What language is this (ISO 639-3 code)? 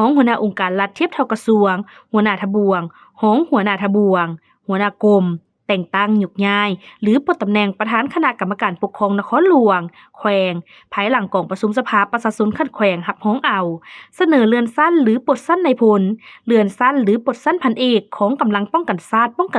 lao